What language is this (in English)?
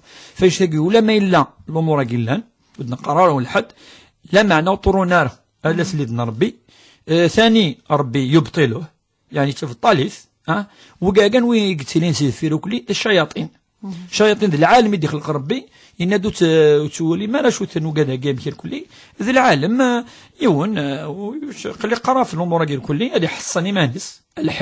Kabyle